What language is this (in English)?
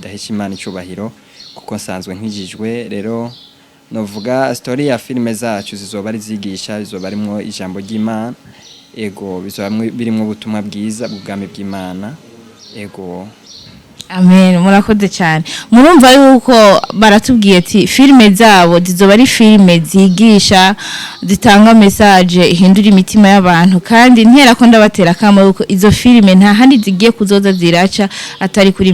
Rundi